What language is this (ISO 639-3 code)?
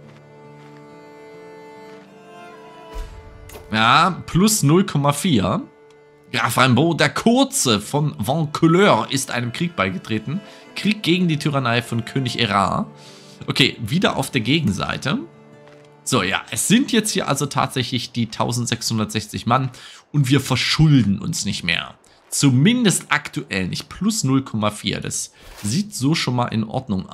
deu